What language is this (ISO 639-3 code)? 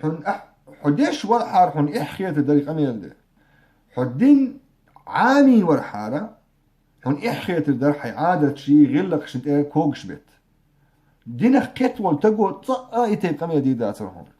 che